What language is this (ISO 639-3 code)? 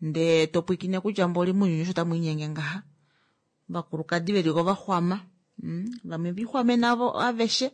kua